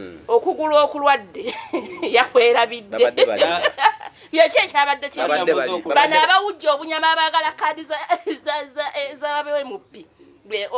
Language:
Ganda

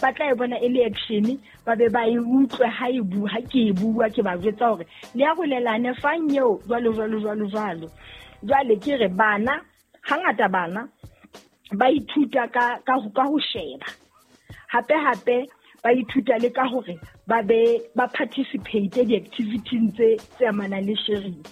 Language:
Southern Sotho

